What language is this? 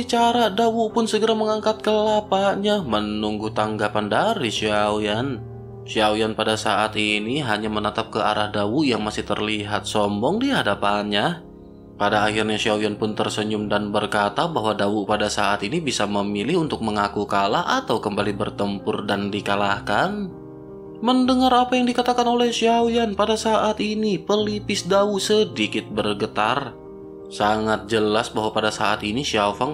Indonesian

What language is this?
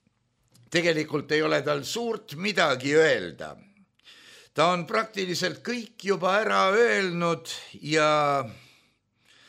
Estonian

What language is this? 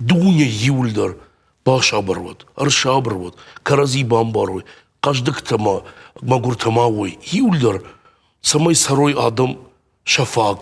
Ossetic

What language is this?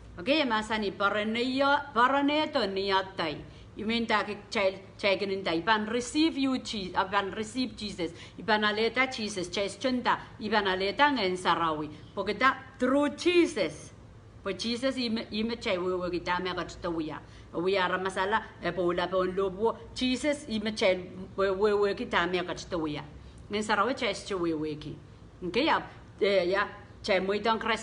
Pohnpeian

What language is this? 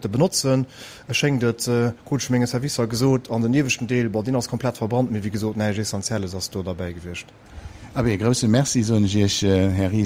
Luxembourgish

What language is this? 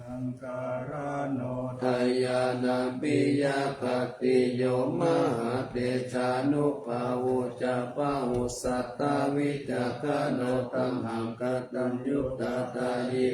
Pali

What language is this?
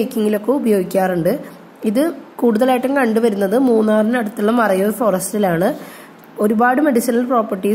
Malayalam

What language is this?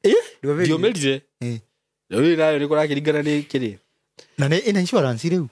Kikuyu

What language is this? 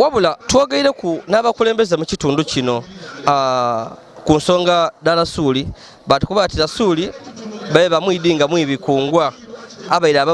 Ganda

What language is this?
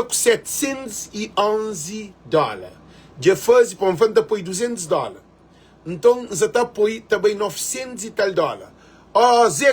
Kabuverdianu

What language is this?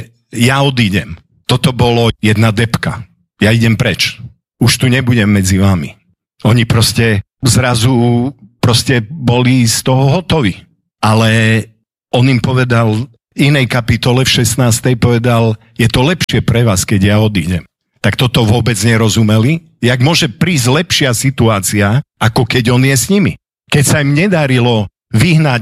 Slovak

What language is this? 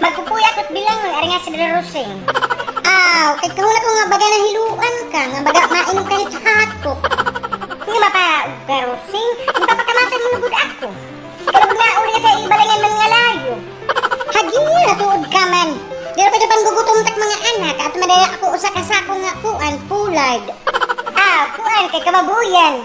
Waray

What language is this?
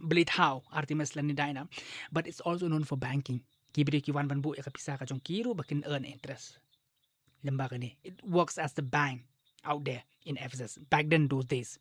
Khasi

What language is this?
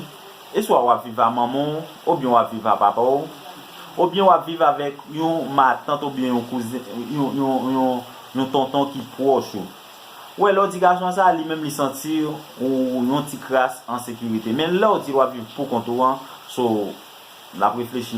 Haitian Creole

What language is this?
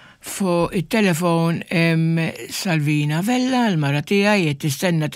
Maltese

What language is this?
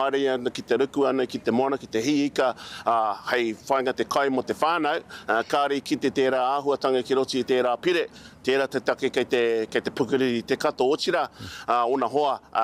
Māori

